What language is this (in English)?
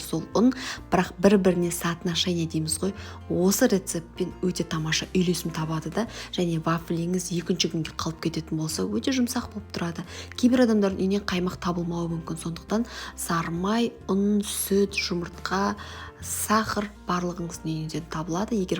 Kazakh